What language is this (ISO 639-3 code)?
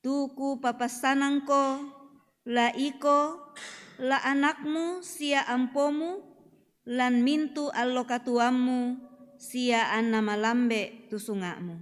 sda